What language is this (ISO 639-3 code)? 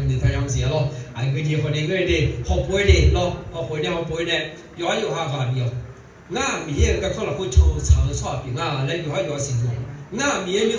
ahk